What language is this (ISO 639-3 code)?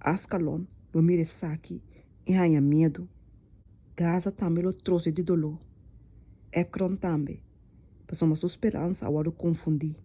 pap